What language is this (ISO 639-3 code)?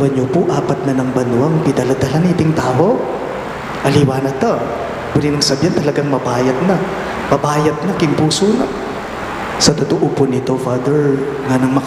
pam